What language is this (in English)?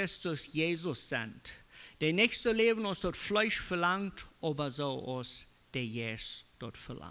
Plautdietsch